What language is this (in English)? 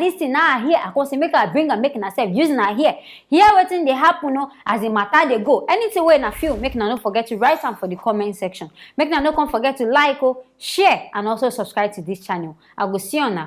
Nigerian Pidgin